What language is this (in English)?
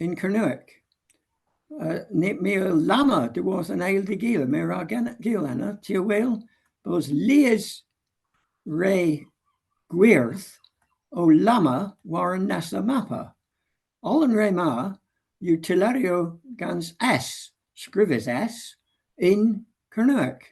Cornish